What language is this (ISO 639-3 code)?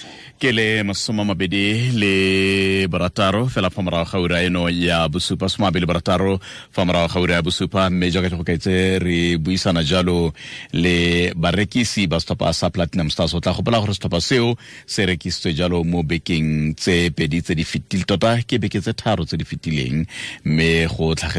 tsn